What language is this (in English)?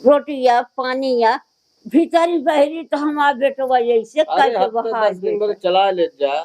Awadhi